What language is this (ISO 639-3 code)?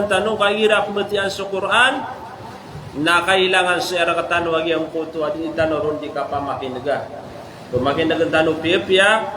mrw